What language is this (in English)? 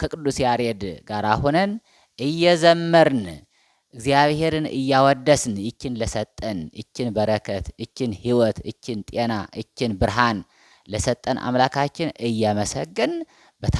Amharic